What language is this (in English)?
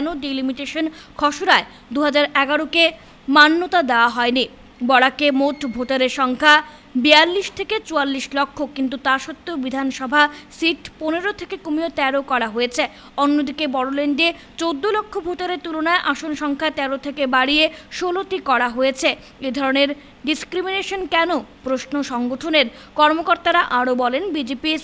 Bangla